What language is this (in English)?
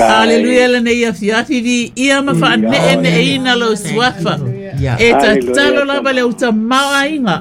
Samoan